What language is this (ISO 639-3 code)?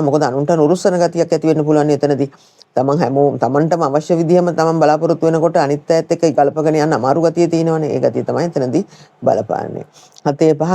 sin